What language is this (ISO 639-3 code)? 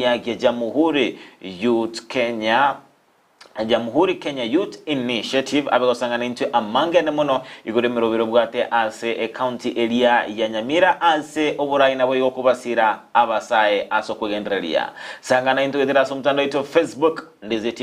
guz